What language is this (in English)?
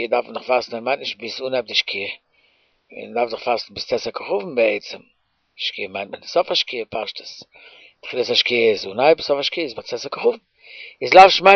Yiddish